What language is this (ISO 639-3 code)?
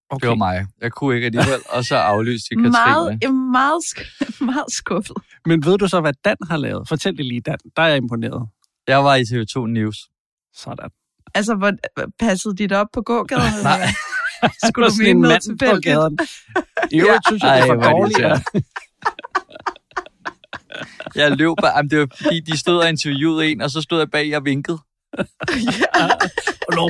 dan